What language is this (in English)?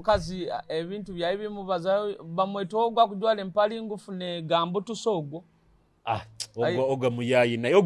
Nyoro